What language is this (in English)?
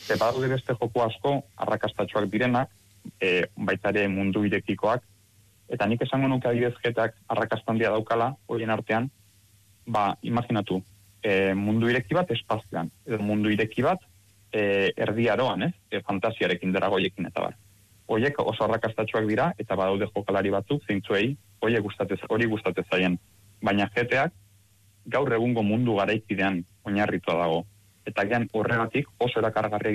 Basque